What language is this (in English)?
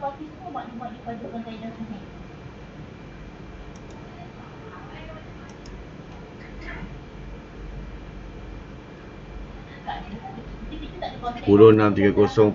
Malay